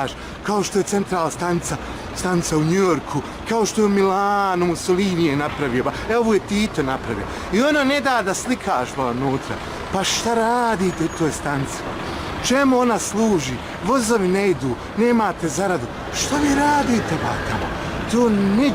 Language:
Bosnian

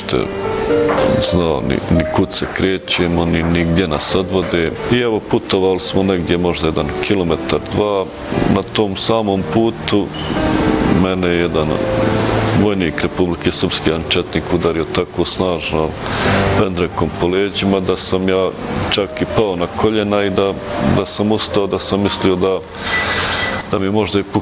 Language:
Bosnian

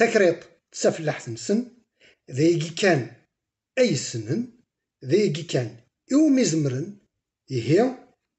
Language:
Kabyle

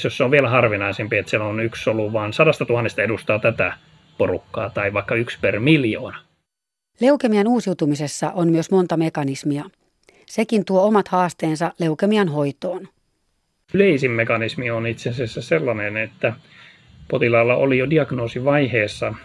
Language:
Finnish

